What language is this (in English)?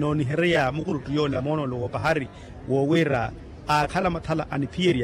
Makhuwa